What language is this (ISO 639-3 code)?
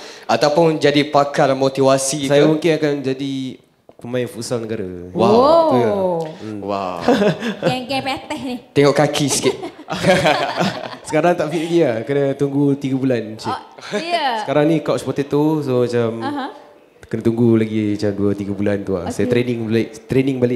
msa